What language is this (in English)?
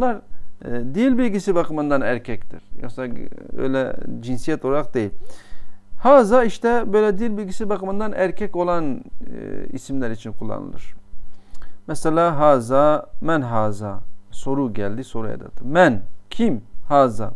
Turkish